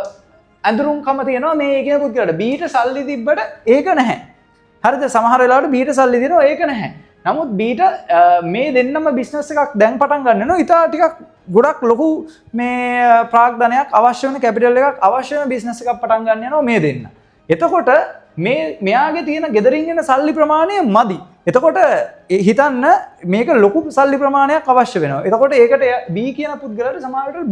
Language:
Sinhala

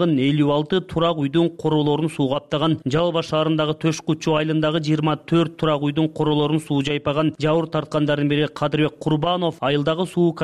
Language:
Kyrgyz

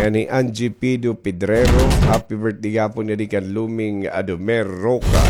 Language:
Waray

